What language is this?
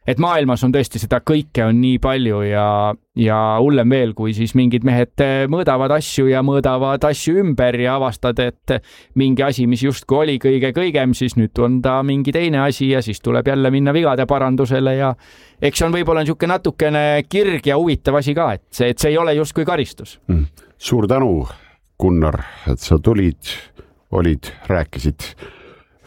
Estonian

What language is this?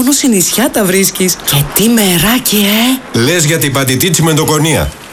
Greek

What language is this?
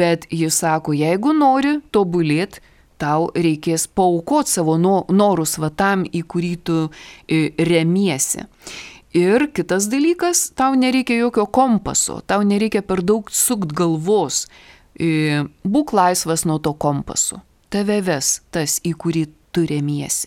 Lithuanian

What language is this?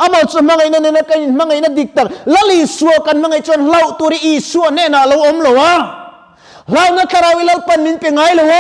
Mizo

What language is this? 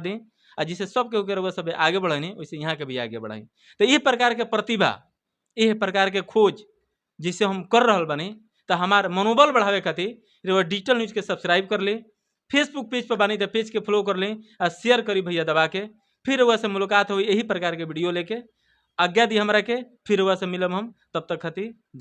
Bhojpuri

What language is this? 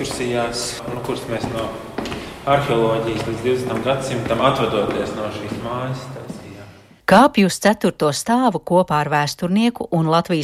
Latvian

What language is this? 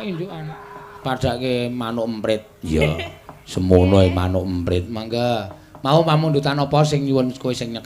Javanese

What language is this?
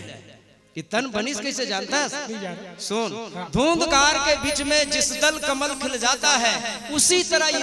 Chhattisgarhi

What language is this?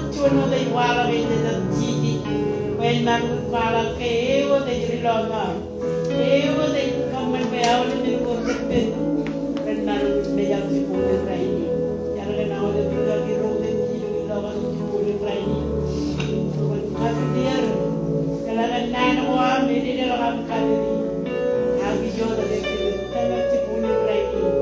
Marshallese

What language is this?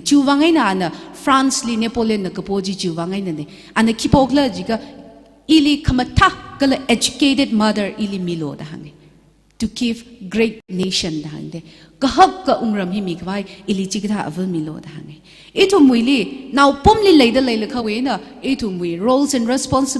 Tangkhul Naga (India)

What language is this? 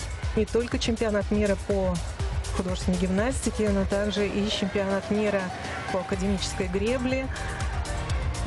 Russian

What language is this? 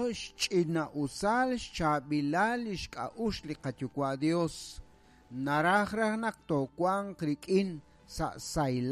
Kekchí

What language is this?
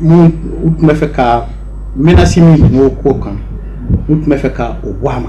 Bambara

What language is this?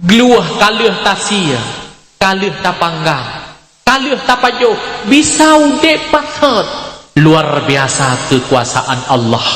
Achinese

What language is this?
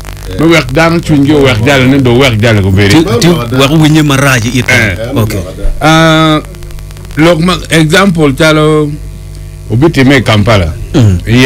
Acoli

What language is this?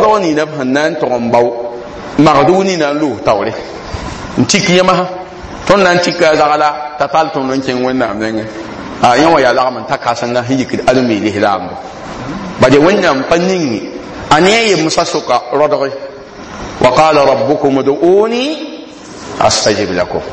Mossi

